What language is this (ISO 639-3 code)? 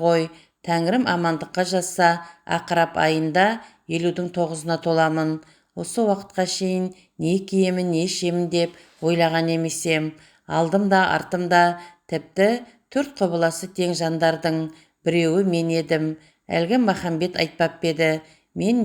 kaz